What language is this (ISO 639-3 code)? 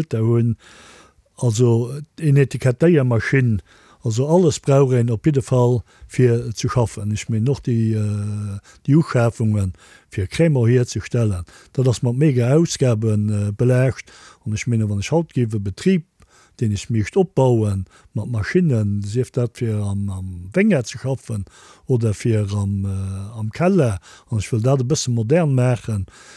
ltz